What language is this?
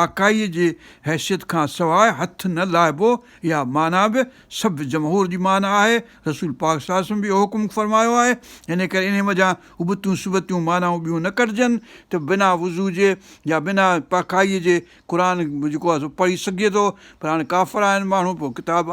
Sindhi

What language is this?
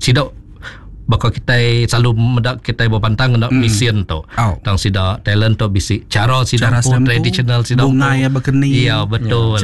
Iban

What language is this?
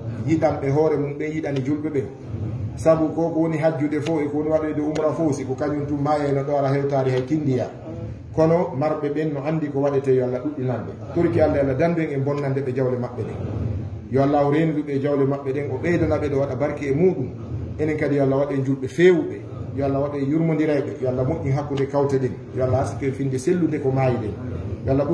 Fula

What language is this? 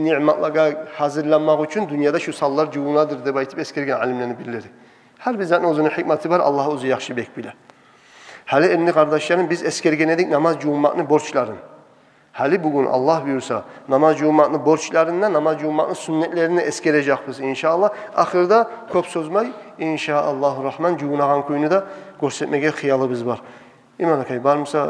Kumyk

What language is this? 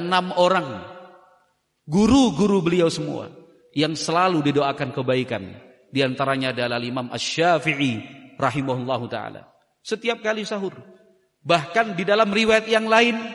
Indonesian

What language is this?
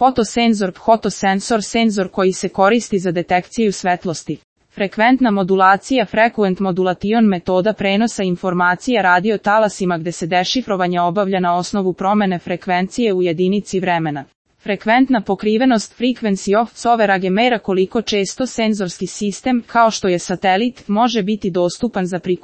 Serbian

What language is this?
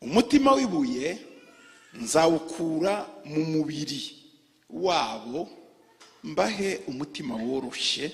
Kinyarwanda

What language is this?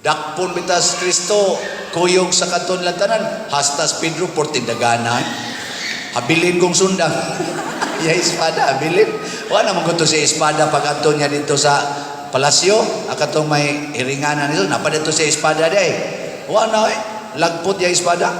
Cebuano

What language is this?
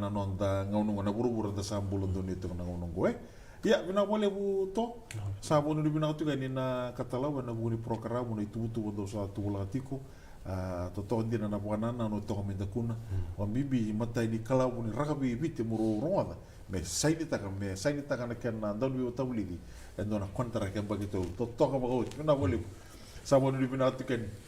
Fijian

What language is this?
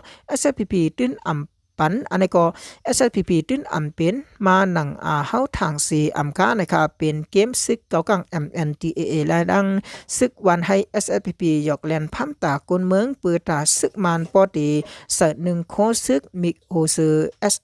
Shan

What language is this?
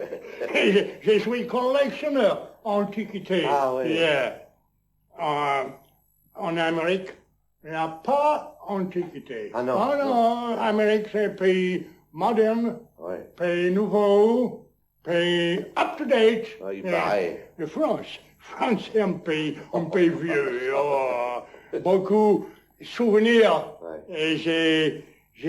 Picard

